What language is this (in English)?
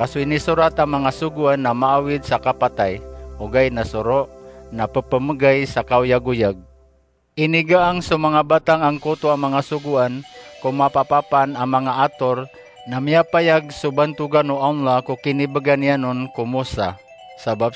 Maranao